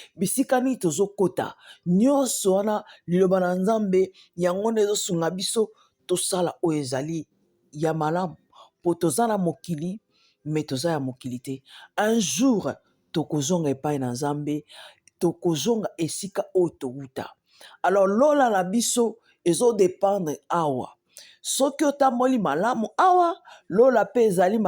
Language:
Lingala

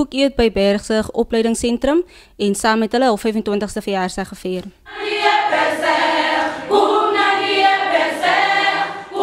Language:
Afrikaans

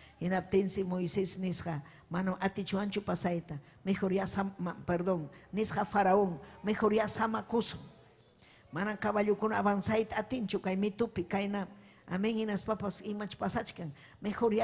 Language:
Ayacucho Quechua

